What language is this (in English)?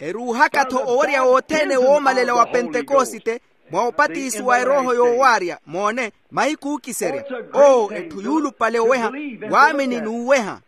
Makhuwa